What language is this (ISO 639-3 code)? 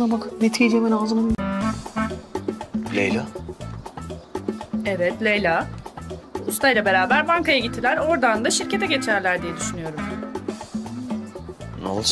tur